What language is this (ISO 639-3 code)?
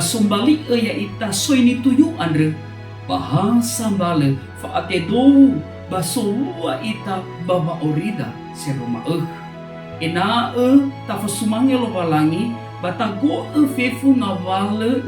nia